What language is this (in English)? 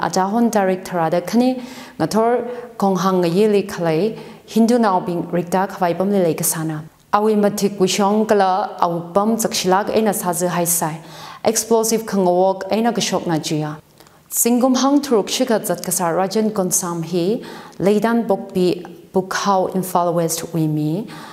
Tangkhul Naga (India)